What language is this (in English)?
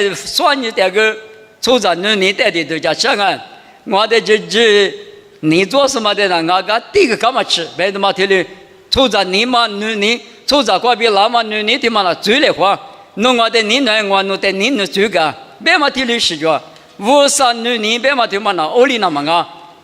Lisu